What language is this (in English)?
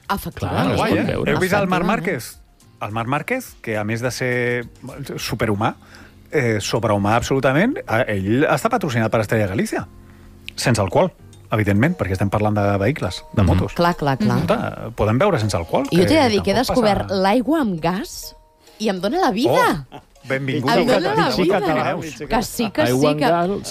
Catalan